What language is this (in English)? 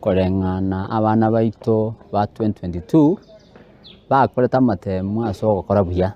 Gusii